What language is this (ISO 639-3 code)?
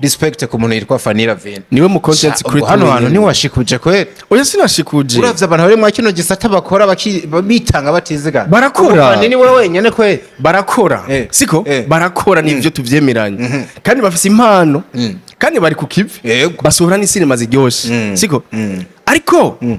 run